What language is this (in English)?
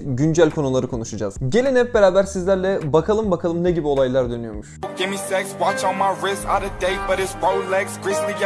Turkish